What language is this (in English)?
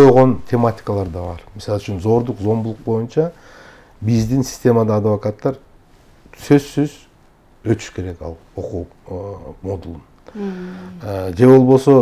Kyrgyz